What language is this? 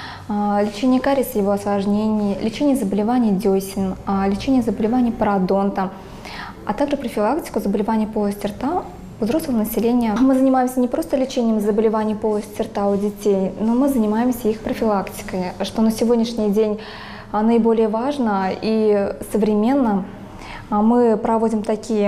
Russian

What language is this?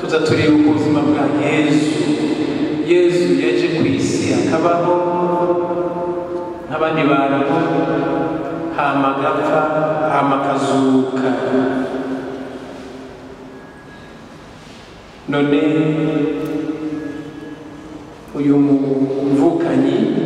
Kinyarwanda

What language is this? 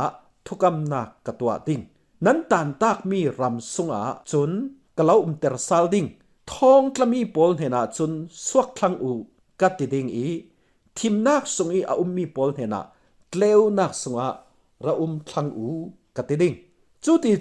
Falam Chin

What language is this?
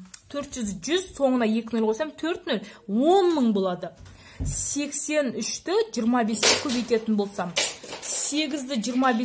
Kazakh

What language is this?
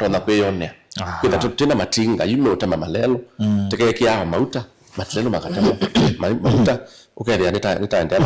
Kamba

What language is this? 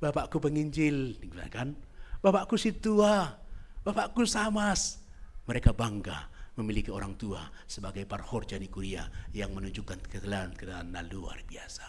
Batak Simalungun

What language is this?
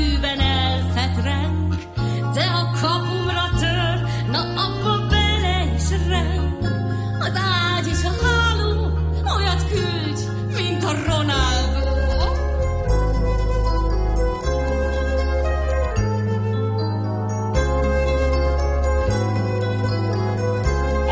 Hungarian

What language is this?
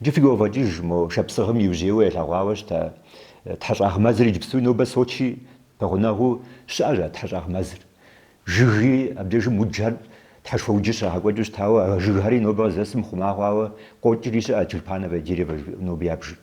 Kabardian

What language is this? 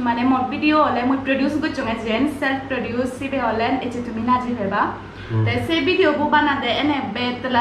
Chakma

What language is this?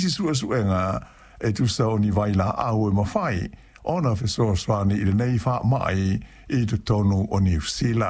Samoan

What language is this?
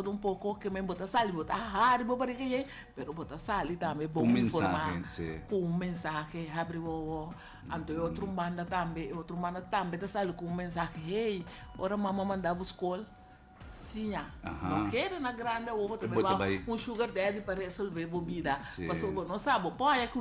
Papiamento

